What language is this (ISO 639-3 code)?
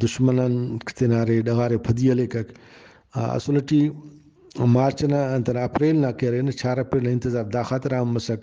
brh